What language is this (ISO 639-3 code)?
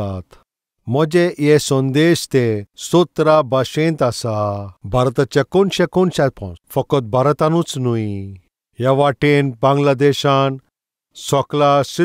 kok